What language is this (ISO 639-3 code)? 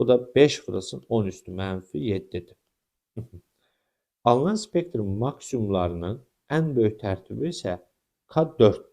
aze